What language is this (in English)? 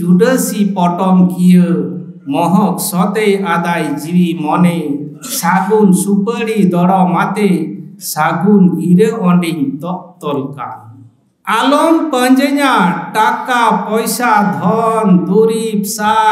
Santali